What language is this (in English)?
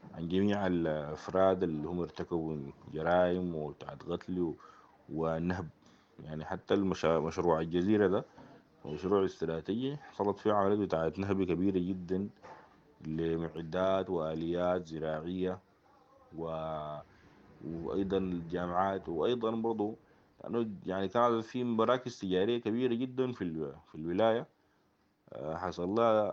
Sudanese Arabic